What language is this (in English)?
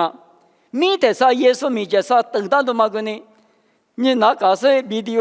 Lisu